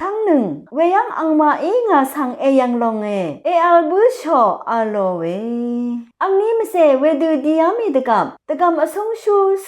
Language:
Rawang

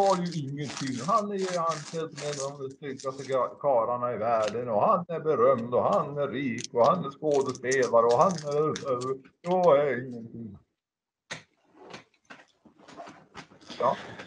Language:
Swedish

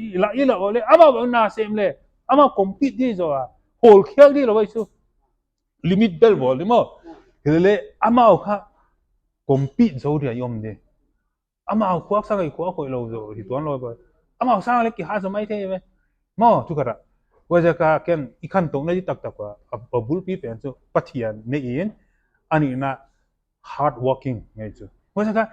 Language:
Paite Chin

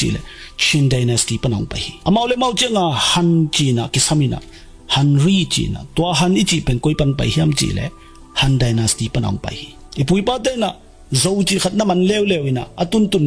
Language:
Tedim Chin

